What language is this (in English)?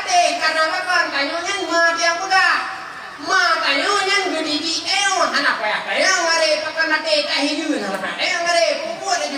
Achinese